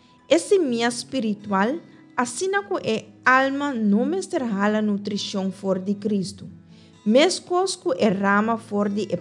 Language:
Papiamento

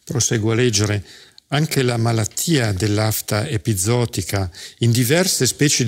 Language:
Italian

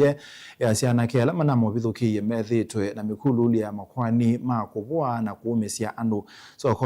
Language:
Kamba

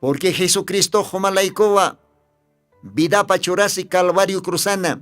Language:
Aymara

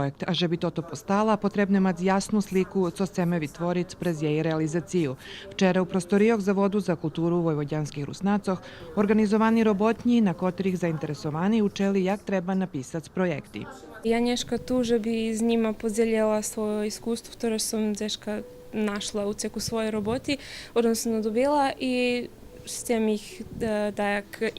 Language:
Rusyn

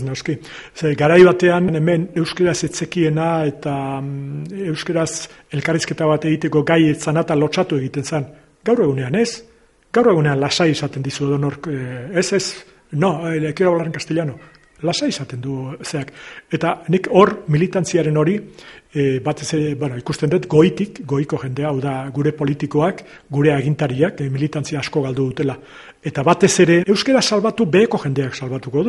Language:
Basque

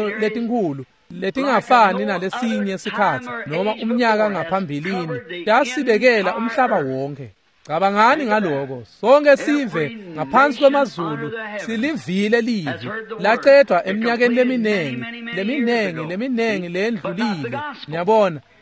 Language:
Swati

